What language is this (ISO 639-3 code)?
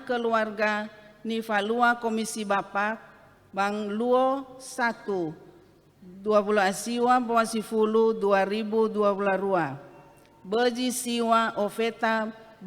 nia